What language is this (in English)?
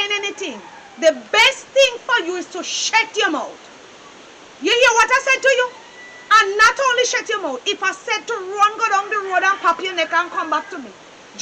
Jamaican Creole English